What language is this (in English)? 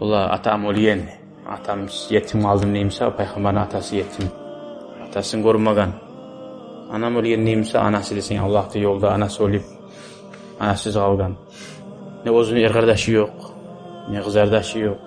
Kumyk